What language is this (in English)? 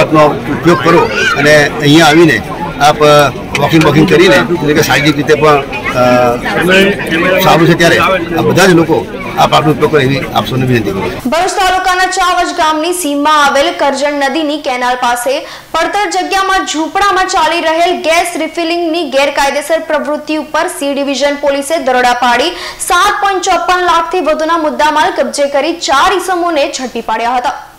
Gujarati